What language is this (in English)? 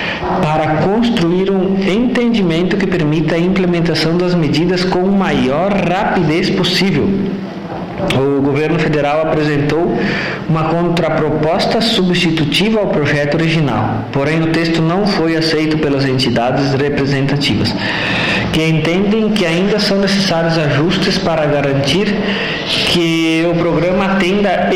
Portuguese